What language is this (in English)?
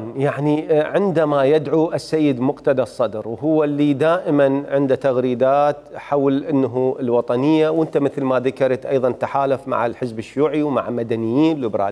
Mesopotamian Arabic